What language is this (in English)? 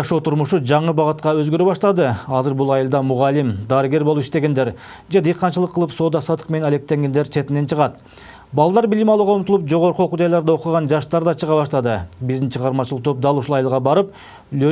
Kyrgyz